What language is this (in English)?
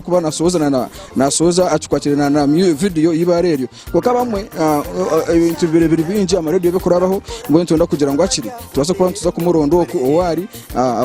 Nyankole